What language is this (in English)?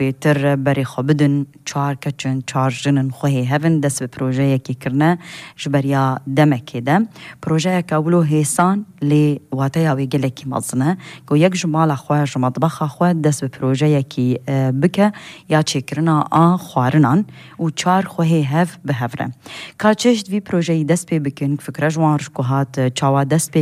Kurdish